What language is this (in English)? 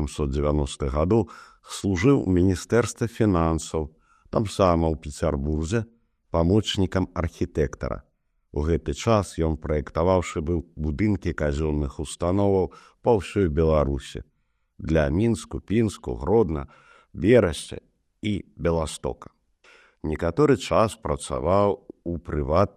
Belarusian